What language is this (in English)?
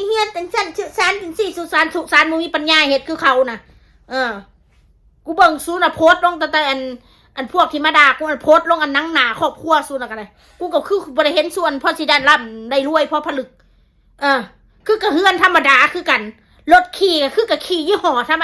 Northeastern Thai